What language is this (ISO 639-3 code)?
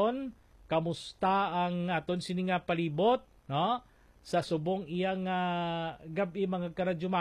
hil